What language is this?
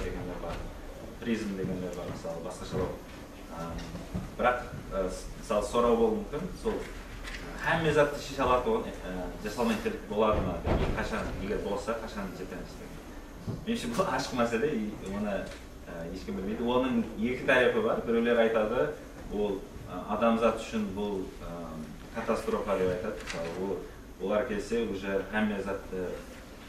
Kara-Kalpak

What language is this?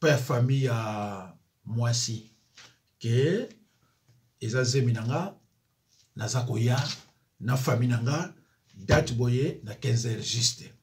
Lingala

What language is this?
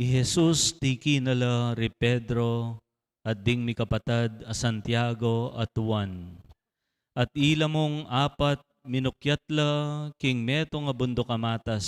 Pampanga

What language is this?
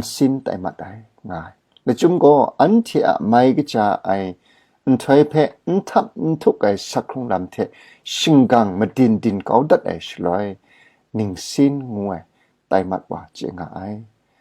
Kachin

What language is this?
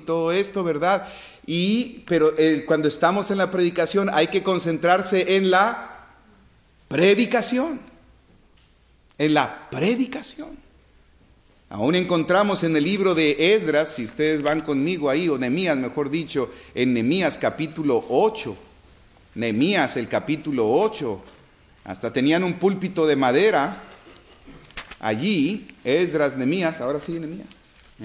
Spanish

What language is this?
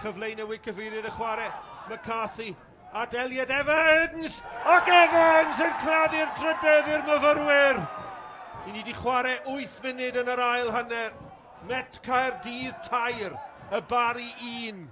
Welsh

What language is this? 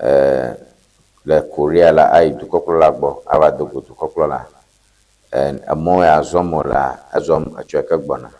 Ewe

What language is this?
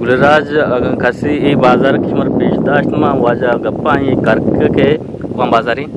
Eastern Balochi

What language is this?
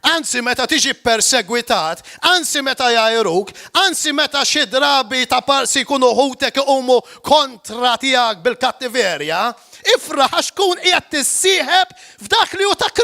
Maltese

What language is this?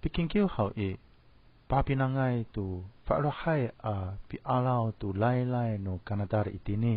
Amis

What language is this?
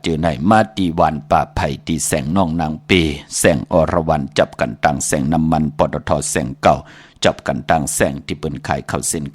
Shan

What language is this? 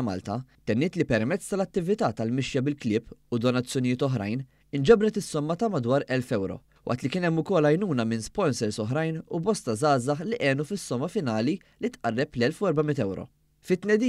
Maltese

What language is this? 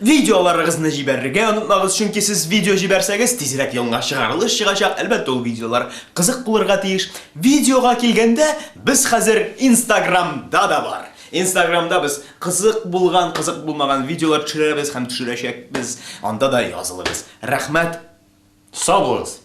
Tatar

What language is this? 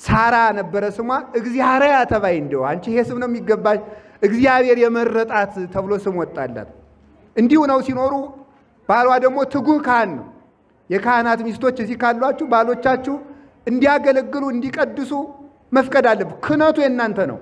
Amharic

